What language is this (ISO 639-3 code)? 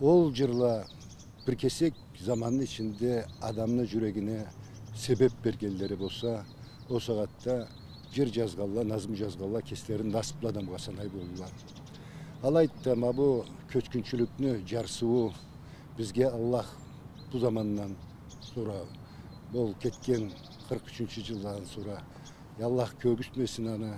krc